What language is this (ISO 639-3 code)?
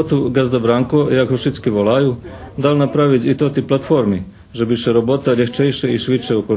rue